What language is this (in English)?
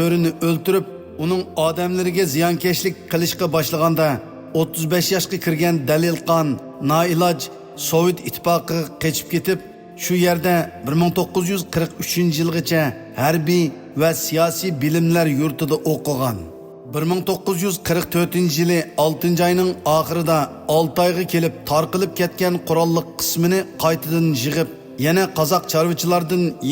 Uyghur